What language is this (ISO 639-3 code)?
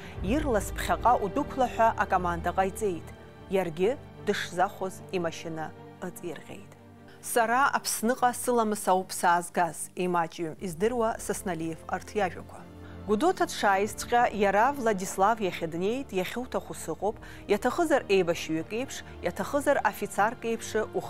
abk